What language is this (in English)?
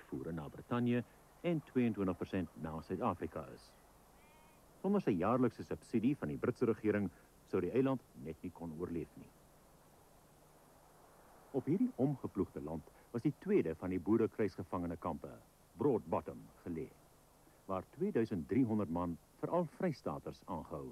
Afrikaans